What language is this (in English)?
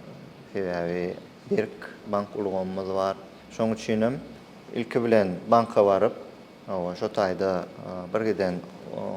Turkmen